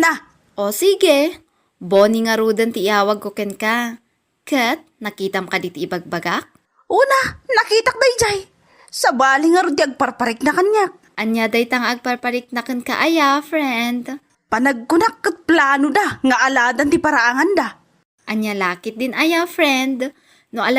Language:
Iloko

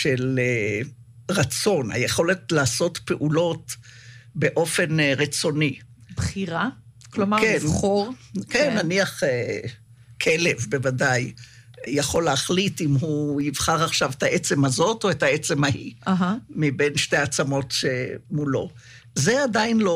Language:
Hebrew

